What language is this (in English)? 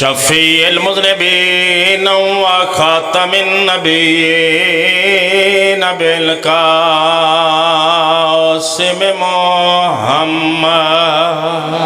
Pahari-Potwari